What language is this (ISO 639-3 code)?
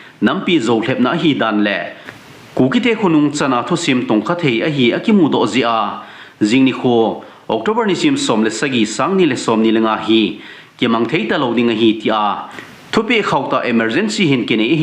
tcz